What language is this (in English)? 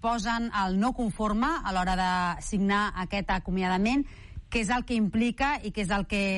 Catalan